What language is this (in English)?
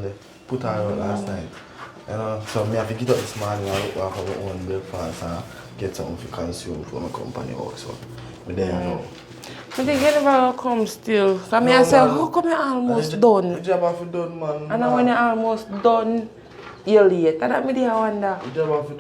Jamaican Creole English